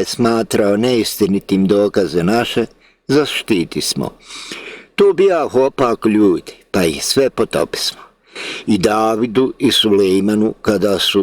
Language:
Bosnian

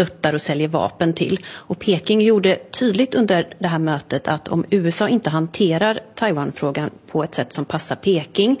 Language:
Swedish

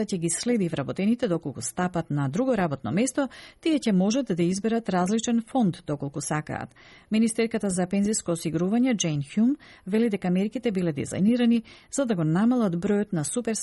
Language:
Macedonian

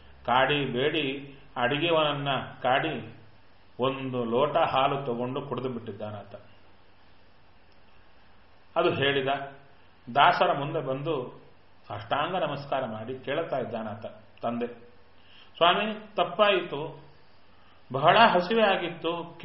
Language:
Kannada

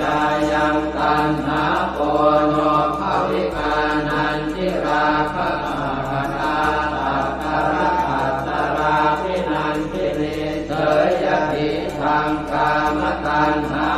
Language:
Pali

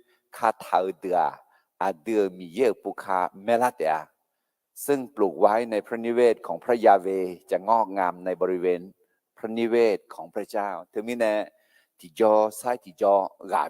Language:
Akha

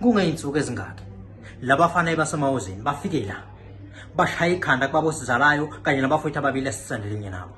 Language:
Zulu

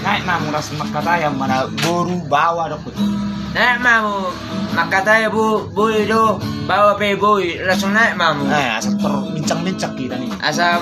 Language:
Batak Toba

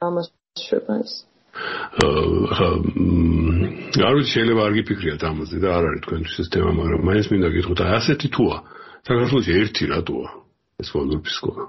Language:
Georgian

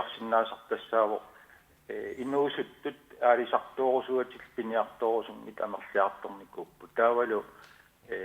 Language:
Kalaallisut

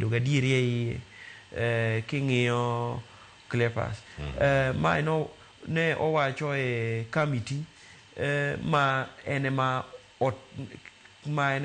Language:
Luo (Kenya and Tanzania)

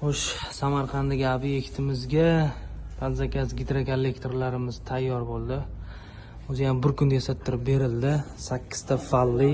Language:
Uzbek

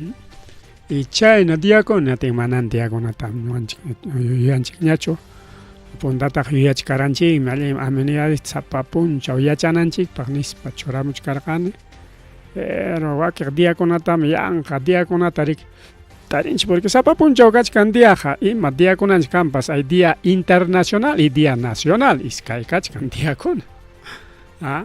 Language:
Ayacucho Quechua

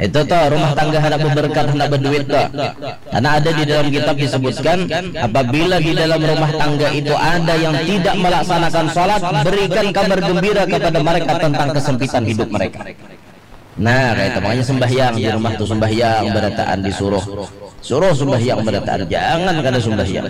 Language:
Banjar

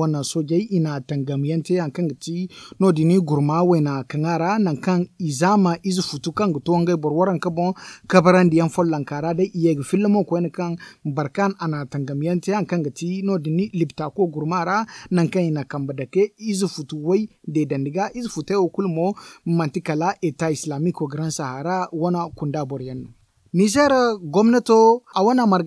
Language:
Zarma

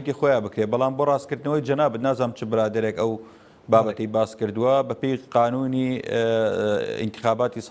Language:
Central Kurdish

